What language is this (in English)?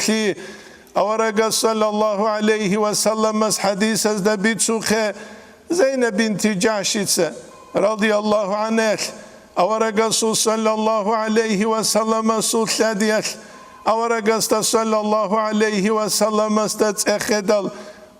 Avaric